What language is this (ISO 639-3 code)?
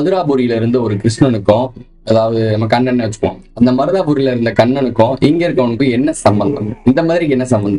tam